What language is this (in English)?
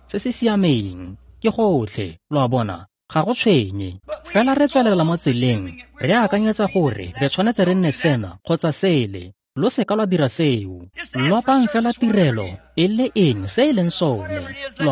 Tswana